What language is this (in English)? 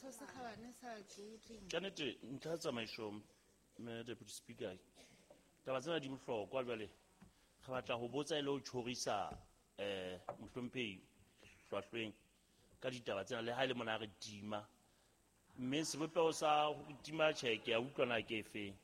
Southern Sotho